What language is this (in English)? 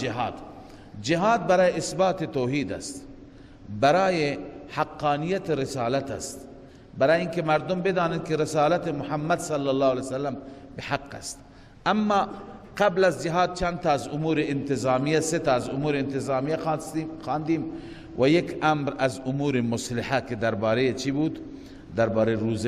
Persian